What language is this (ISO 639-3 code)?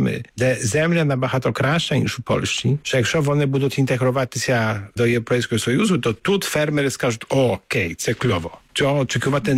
ukr